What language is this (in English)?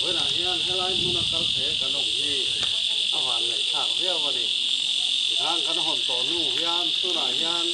Mizo